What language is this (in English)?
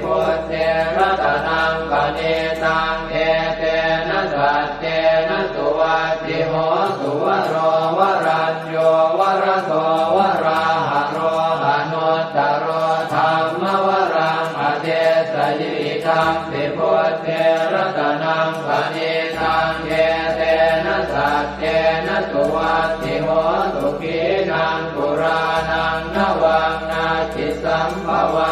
Pali